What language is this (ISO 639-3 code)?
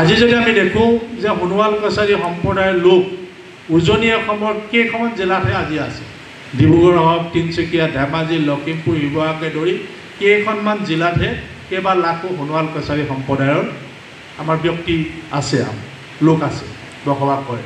asm